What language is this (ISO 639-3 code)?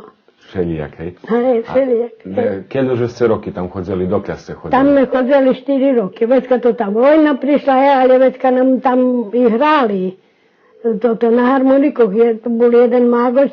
rue